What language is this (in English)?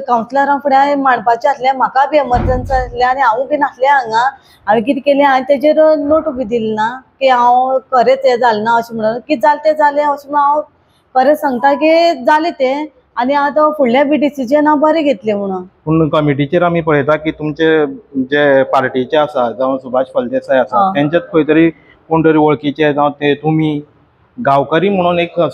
Konkani